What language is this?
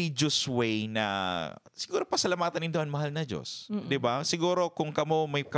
Bikol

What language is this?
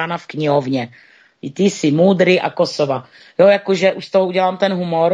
Czech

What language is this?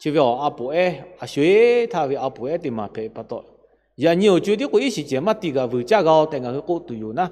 Lahu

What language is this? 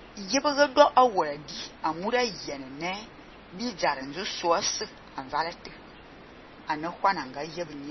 Fang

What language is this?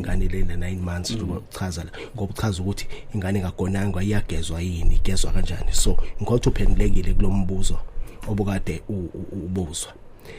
Zulu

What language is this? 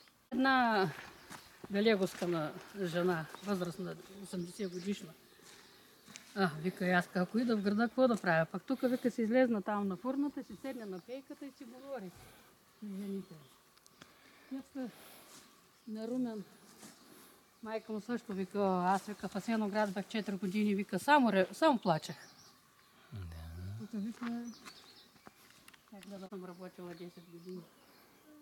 Bulgarian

